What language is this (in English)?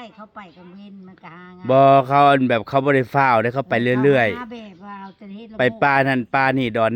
Northeastern Thai